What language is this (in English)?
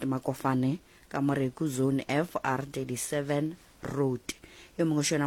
Northern Sotho